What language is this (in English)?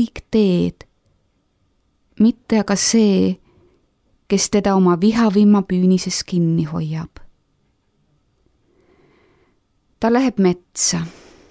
Estonian